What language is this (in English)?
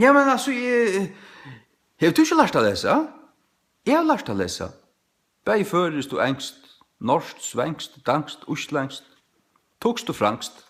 Faroese